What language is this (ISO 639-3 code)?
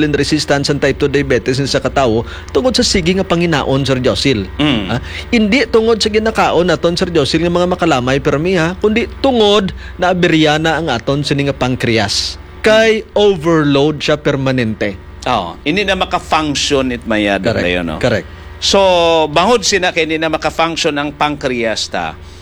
hil